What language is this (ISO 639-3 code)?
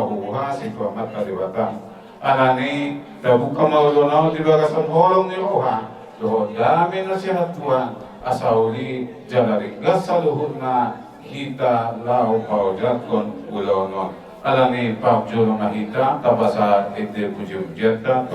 bbc